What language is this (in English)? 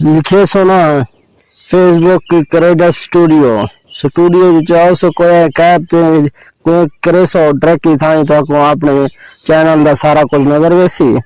Saraiki